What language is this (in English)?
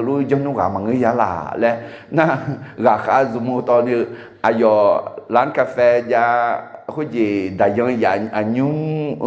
Akha